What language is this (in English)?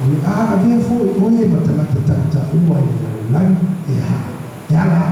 Samoan